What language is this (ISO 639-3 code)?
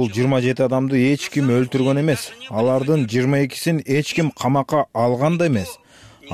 kir